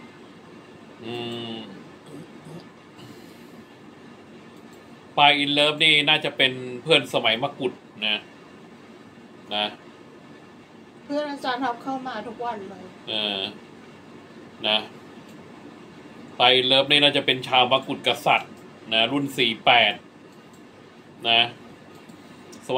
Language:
Thai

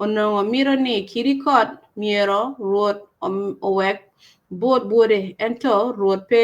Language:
Acoli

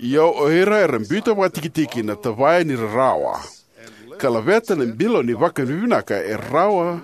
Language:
Fijian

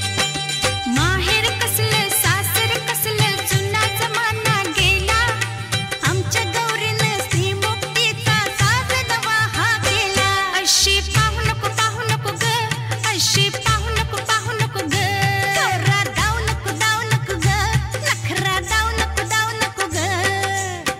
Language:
Marathi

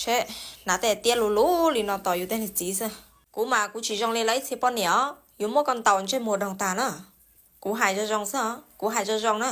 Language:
Hmong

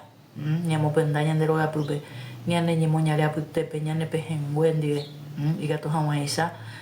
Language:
Guarani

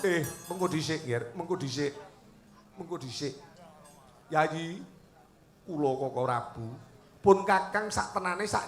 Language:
Javanese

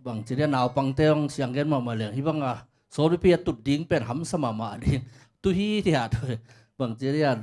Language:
Tedim Chin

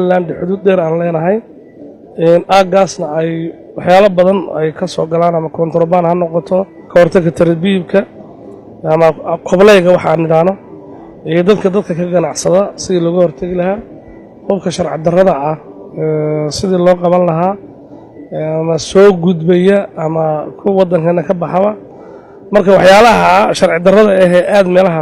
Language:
Somali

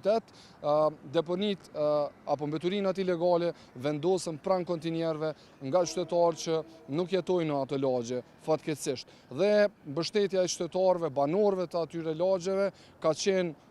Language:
Albanian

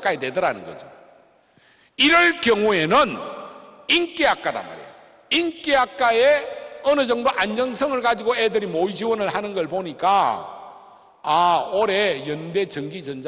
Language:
Korean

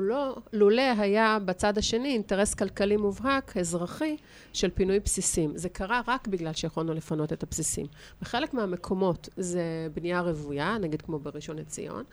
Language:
Hebrew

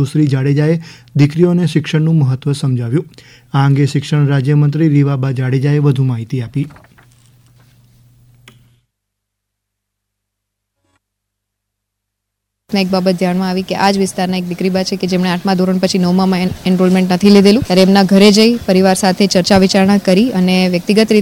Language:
Gujarati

